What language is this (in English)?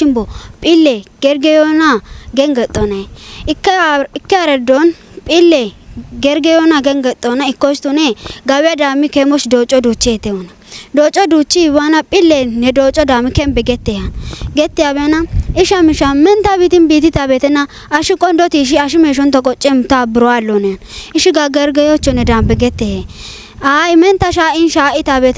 Kafa